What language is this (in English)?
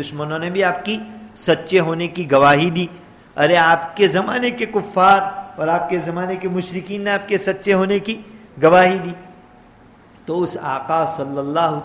Urdu